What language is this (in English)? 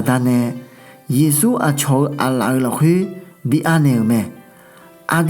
Akha